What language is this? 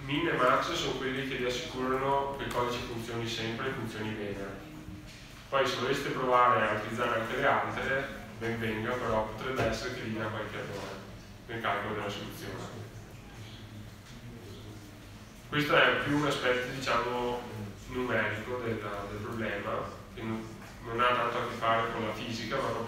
Italian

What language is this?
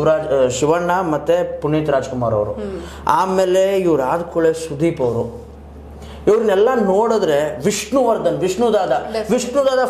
Kannada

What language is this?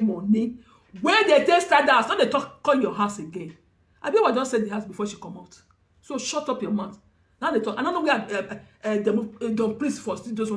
Nigerian Pidgin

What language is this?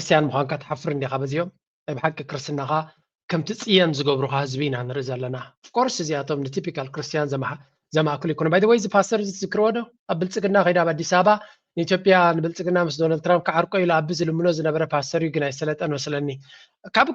Tigrinya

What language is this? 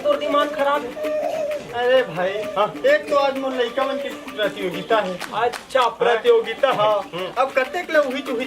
Chhattisgarhi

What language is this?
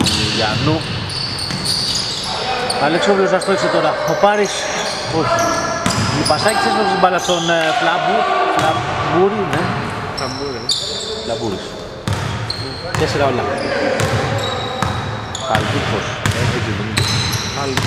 Greek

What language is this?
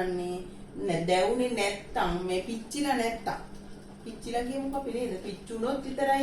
Sinhala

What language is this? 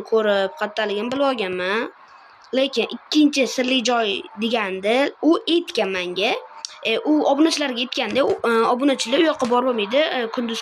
Uzbek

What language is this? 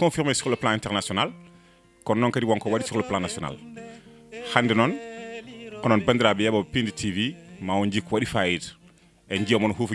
Fula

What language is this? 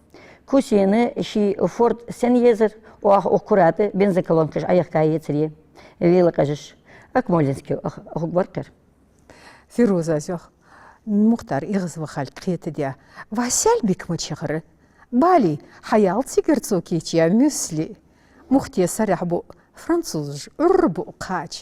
Ingush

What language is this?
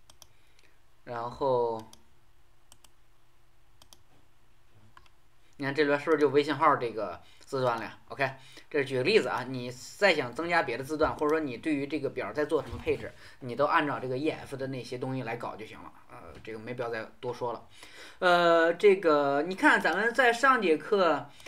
Chinese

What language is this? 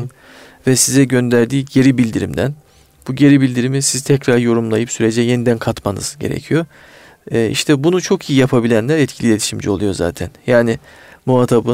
Turkish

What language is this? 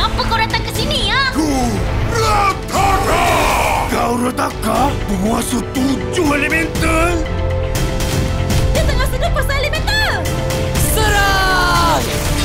Malay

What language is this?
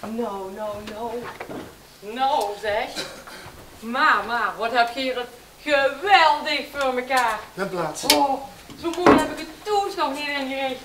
Limburgish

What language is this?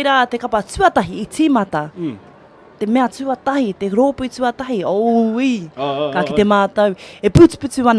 Māori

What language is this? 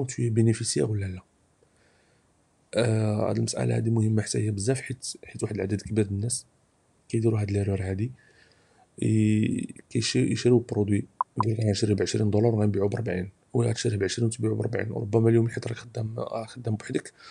Moroccan Arabic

